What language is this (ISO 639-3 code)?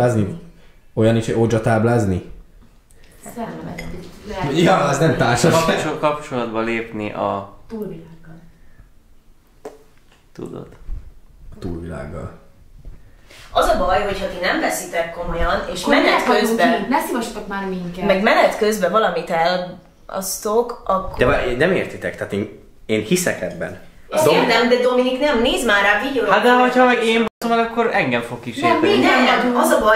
hun